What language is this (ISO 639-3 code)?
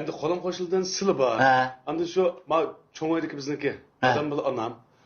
uig